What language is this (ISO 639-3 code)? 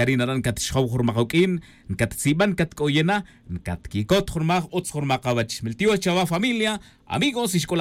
cak